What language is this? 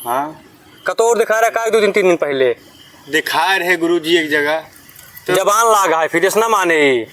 Awadhi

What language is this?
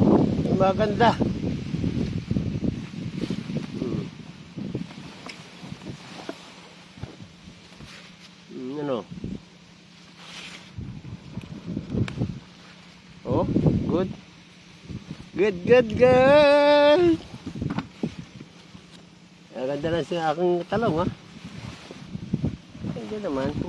Filipino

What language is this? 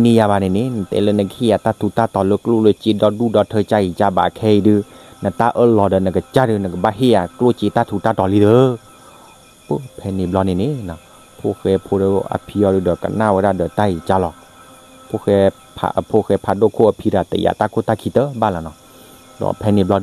S'gaw Karen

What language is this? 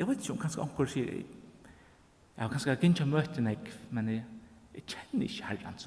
Faroese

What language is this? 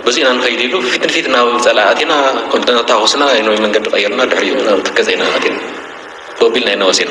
Tigrinya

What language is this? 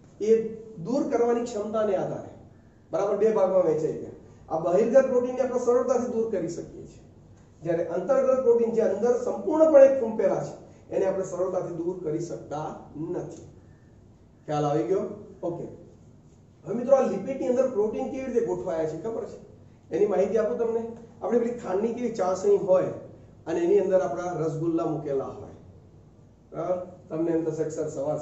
Gujarati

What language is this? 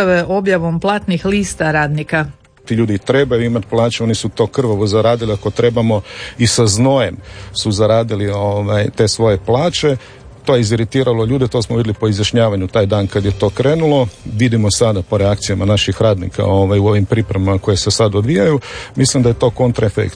Croatian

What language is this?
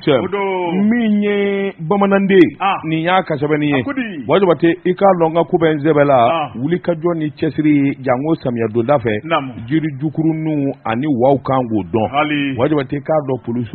Bambara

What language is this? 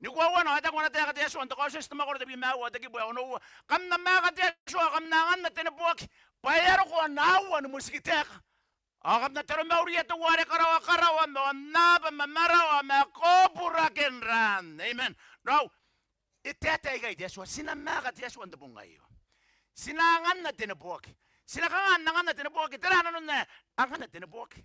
Gilbertese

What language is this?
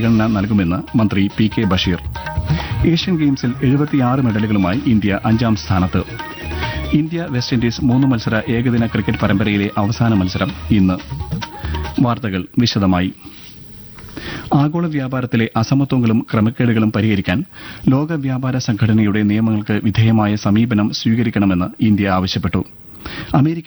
Malayalam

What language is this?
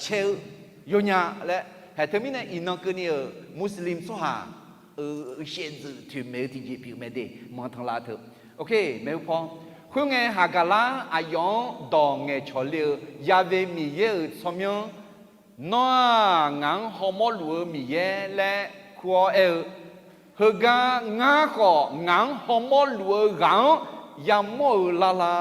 Akha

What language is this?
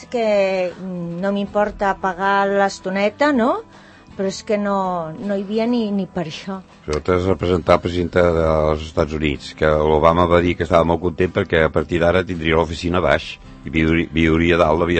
Catalan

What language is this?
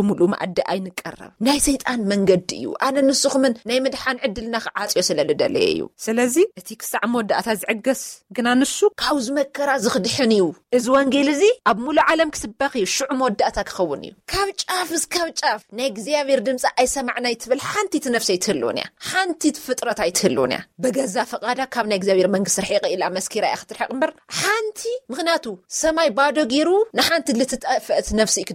Tigrinya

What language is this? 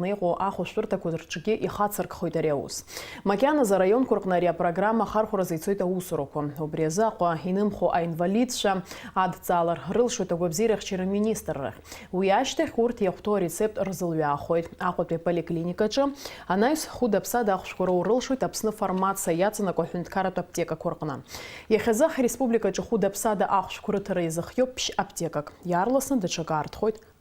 Abkhazian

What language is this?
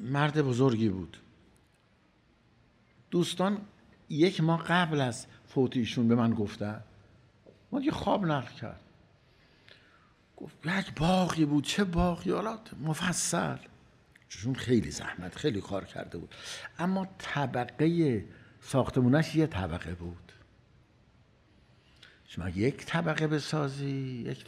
Persian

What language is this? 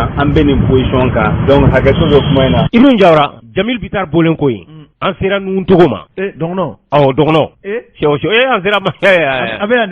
Bambara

